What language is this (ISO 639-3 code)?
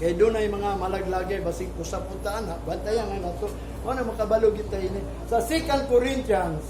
ceb